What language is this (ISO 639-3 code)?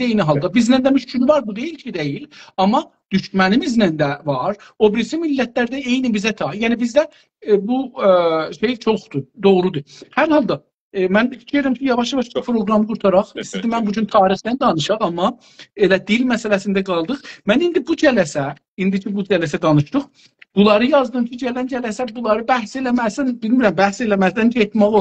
azb